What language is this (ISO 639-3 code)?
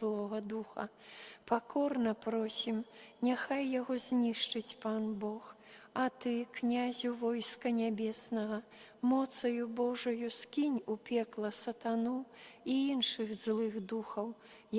bel